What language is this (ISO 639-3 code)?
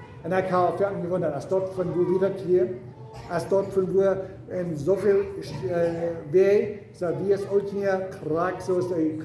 pdt